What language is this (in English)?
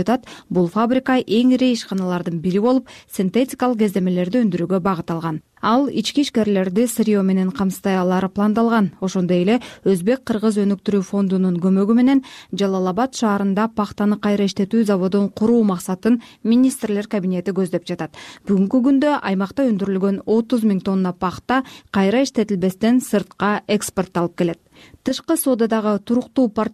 Kyrgyz